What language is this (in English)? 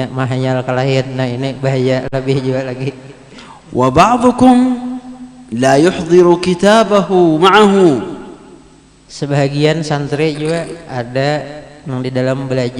Banjar